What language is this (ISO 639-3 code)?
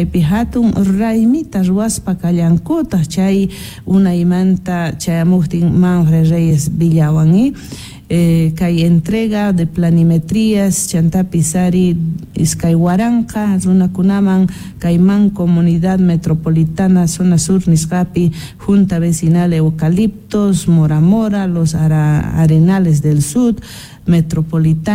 que